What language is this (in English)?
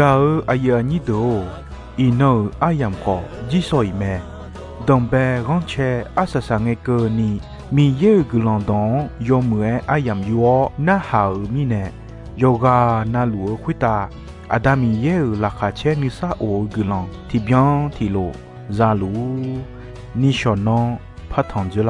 Akha